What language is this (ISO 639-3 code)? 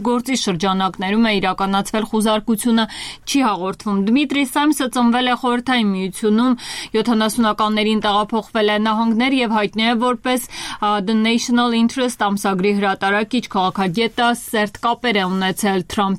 hye